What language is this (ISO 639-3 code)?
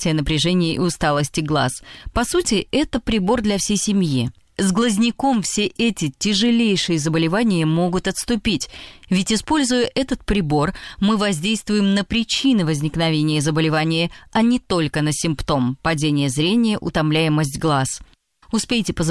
rus